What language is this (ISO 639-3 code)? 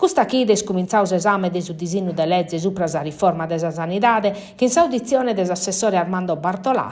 srd